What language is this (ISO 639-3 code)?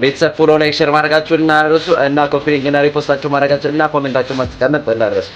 amh